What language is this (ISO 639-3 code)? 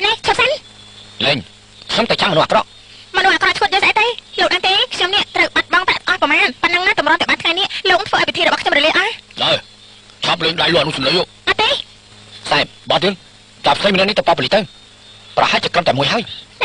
khm